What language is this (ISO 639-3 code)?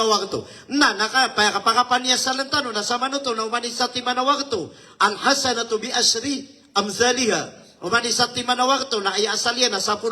mrw